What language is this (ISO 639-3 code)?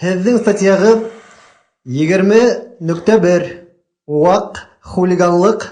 bak